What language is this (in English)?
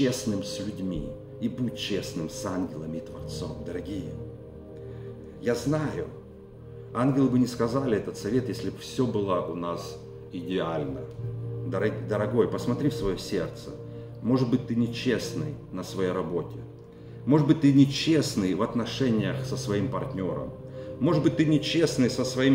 Russian